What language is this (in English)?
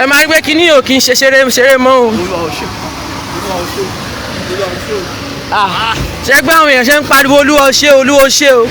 Yoruba